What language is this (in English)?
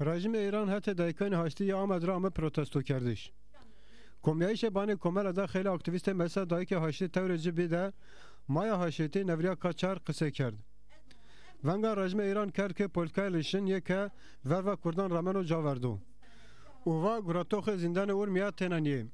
Zaza